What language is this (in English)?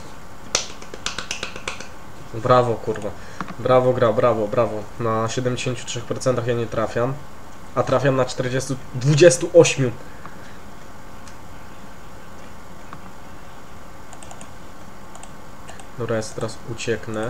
Polish